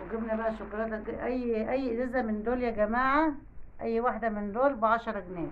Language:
Egyptian Arabic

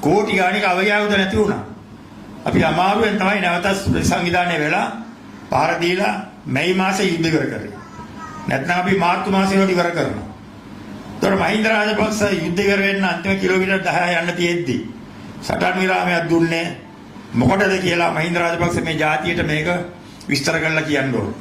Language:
Sinhala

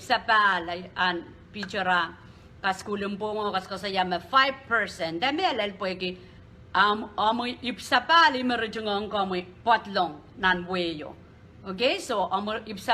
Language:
Pohnpeian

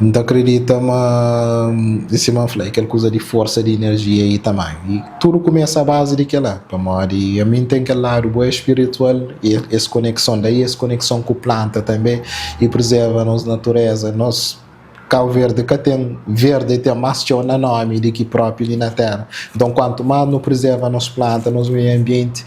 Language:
Kabuverdianu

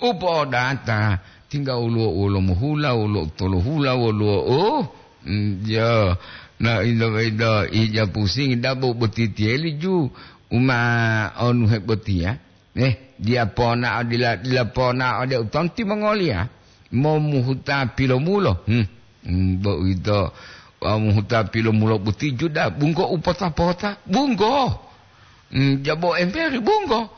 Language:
Gorontalo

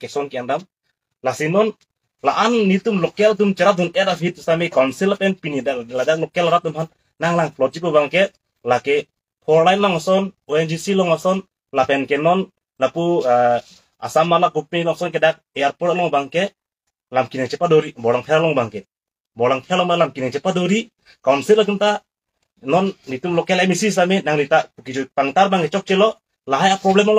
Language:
Karbi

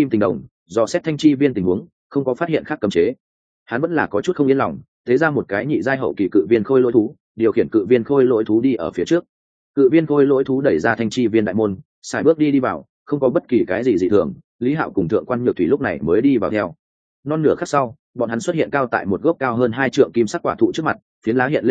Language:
Vietnamese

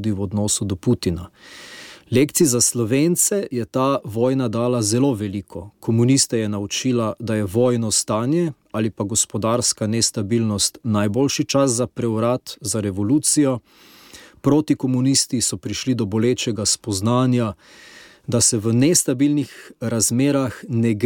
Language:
Slovenian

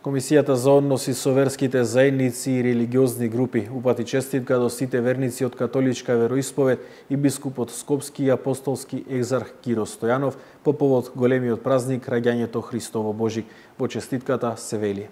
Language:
Macedonian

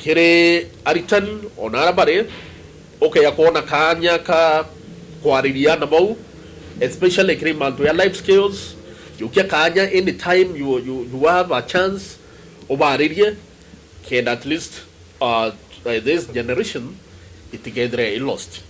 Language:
Meru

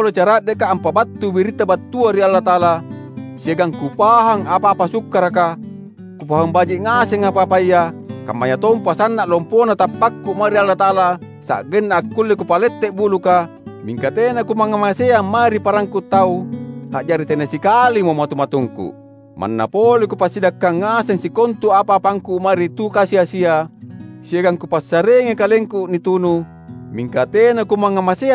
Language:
Makasar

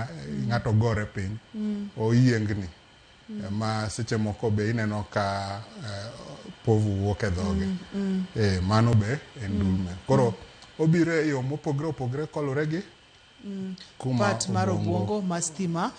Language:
Luo (Kenya and Tanzania)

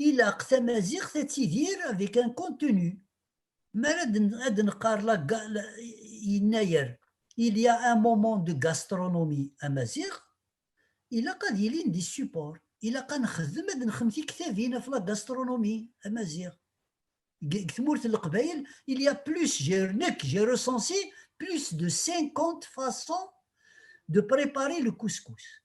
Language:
Kabyle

